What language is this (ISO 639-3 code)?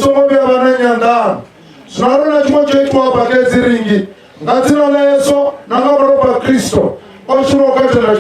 ven